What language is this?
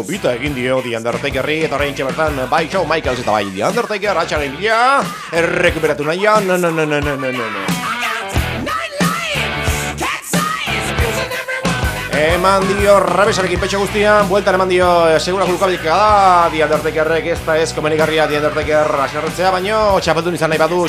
Basque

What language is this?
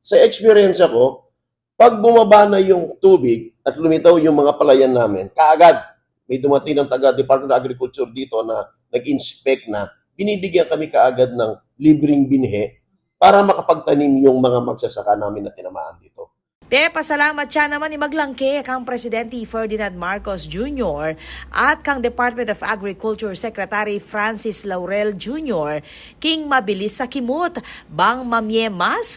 Pampanga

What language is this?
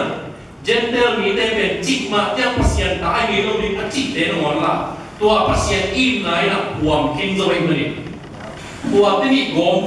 Tedim Chin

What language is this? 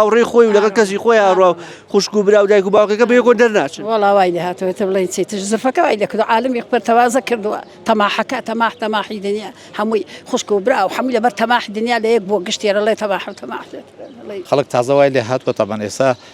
Central Kurdish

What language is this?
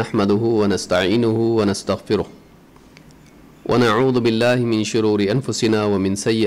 Urdu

